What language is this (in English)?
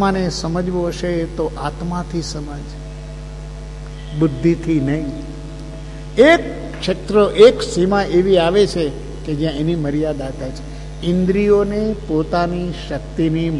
Gujarati